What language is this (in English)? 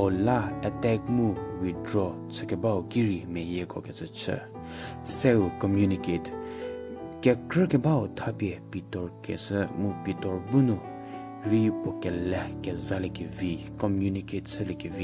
Angami Naga